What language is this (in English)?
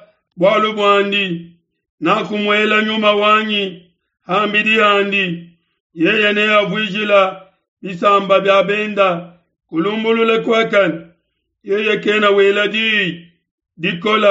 Luba-Lulua